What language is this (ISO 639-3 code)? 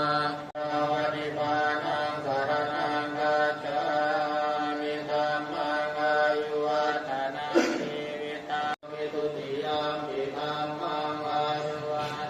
pli